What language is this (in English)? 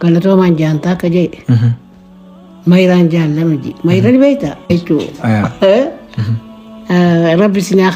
Oromo